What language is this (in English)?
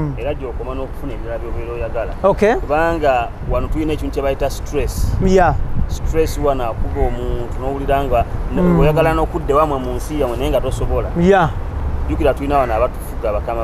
Ganda